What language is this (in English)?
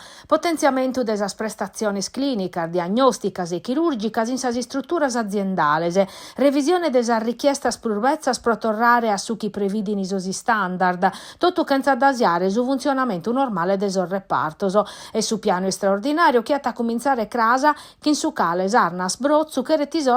Sardinian